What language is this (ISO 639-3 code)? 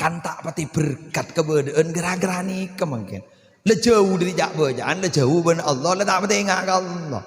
mad